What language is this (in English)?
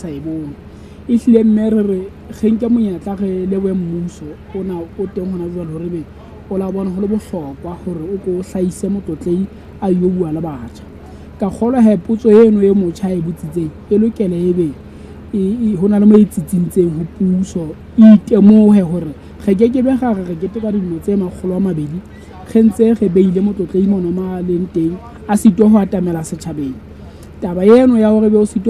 Southern Sotho